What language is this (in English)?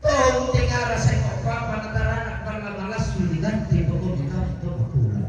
Toraja-Sa'dan